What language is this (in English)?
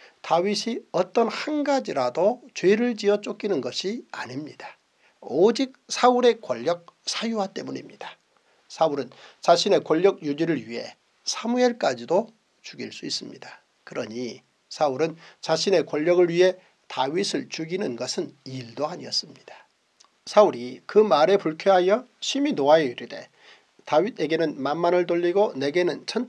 Korean